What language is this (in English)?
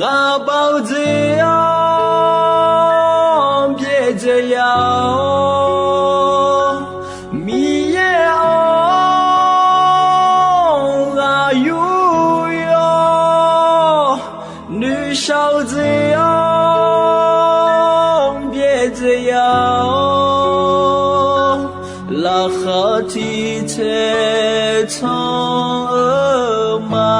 Akha